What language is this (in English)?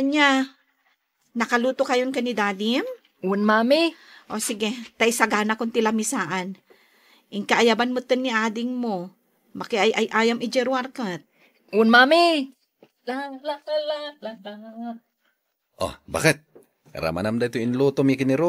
Iloko